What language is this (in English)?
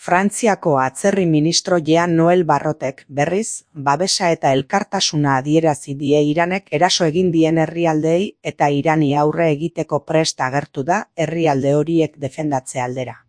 Basque